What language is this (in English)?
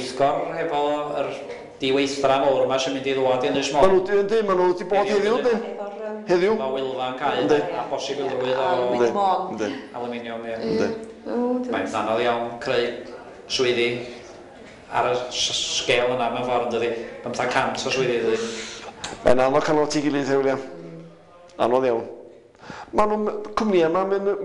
Welsh